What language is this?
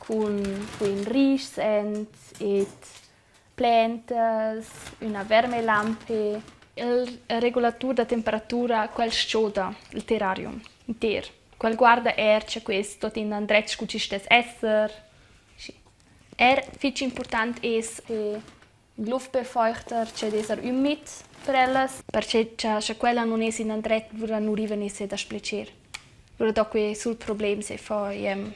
Romansh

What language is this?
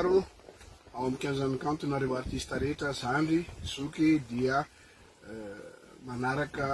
Malagasy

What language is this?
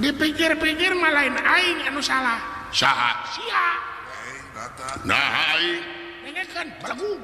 Sundanese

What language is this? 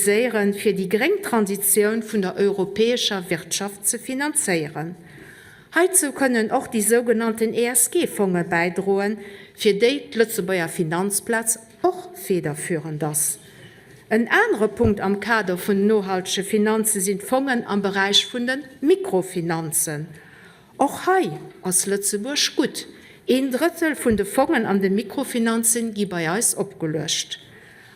Luxembourgish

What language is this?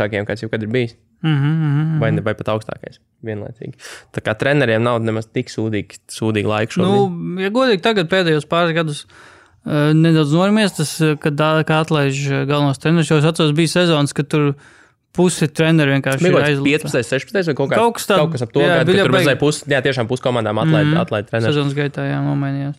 Latvian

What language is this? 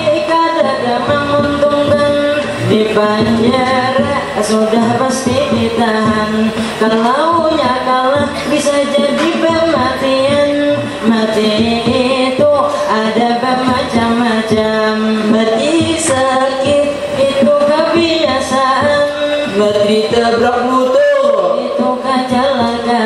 Banjar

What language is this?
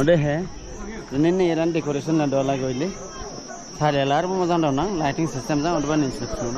Dimasa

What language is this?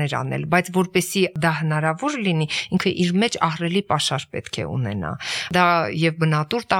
Armenian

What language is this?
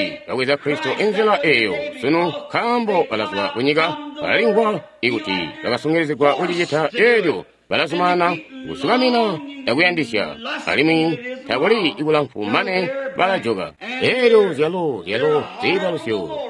Tonga (Zambia)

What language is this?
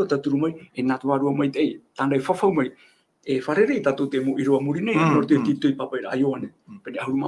Tahitian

